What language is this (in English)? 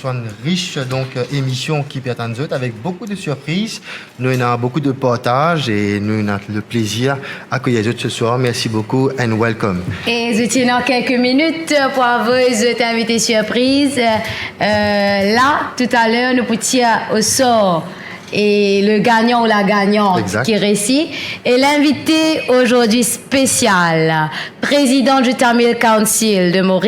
Morisyen